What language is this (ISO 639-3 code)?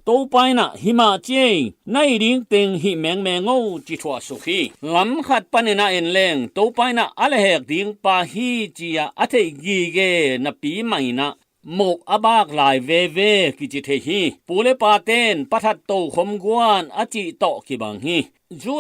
ctd